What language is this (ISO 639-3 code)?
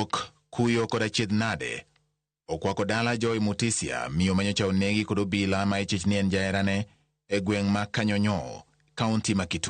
luo